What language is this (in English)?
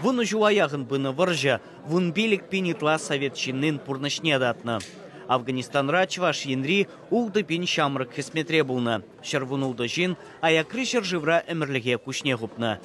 Chuvash